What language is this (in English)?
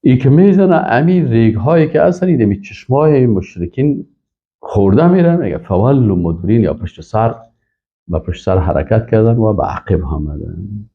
Persian